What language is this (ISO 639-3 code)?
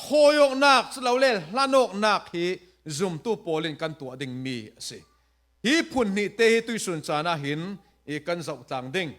cfm